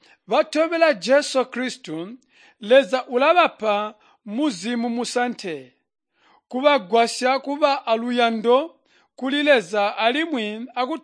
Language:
Tonga (Zambia)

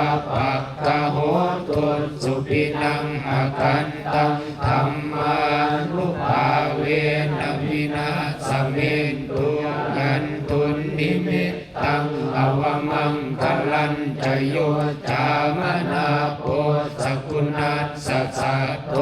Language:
Pali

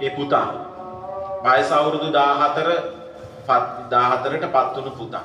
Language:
Sinhala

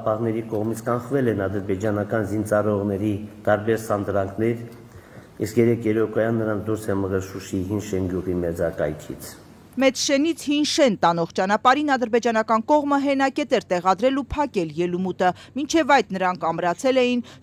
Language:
Armenian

